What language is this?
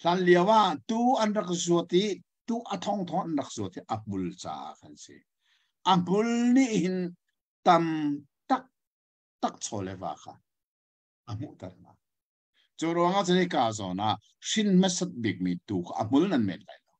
Hakha Chin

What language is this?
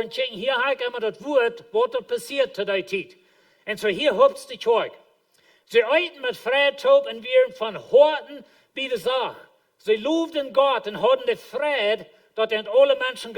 Plautdietsch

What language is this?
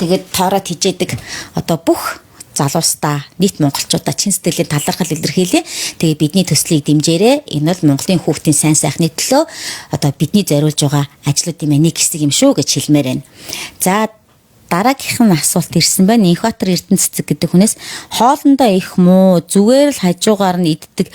Mongolian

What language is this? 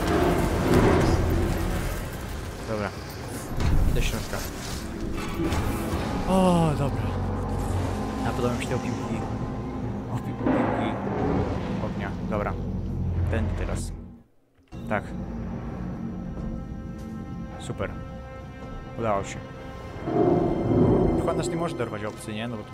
Polish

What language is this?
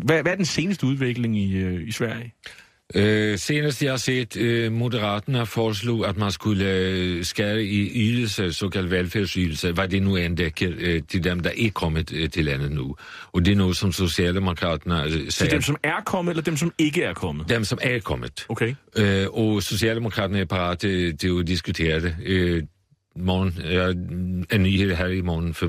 Danish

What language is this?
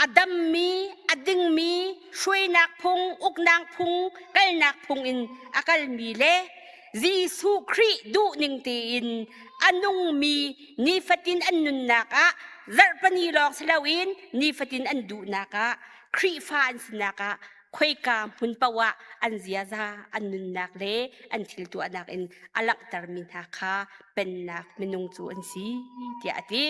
Hakha Chin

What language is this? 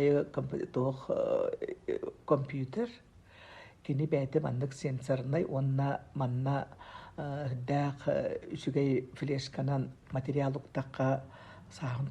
Yakut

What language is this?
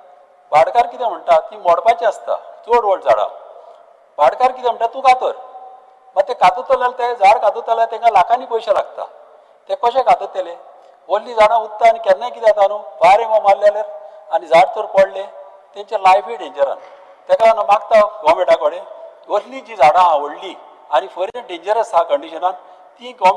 Konkani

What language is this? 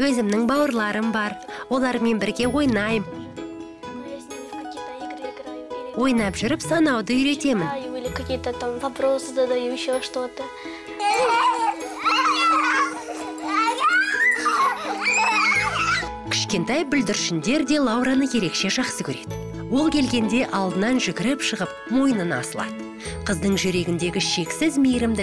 Kazakh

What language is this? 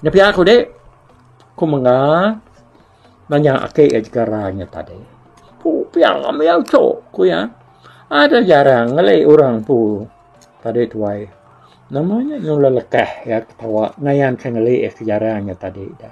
Iban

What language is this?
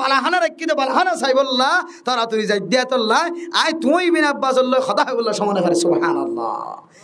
Rohingya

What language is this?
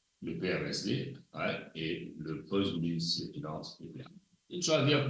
Morisyen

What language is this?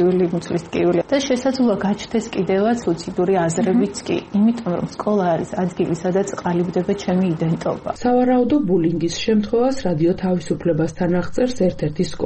Georgian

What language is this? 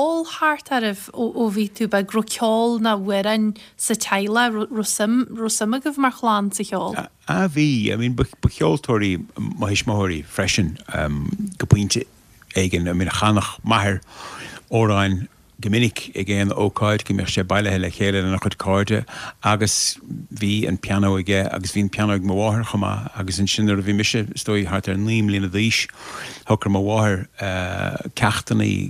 Irish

